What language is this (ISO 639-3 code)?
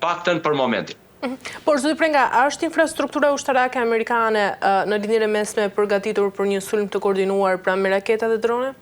sqi